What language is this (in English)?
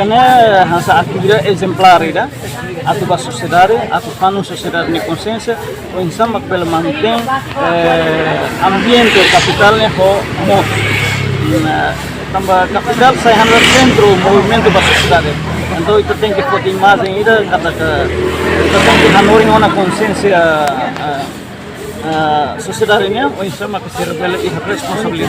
Tetum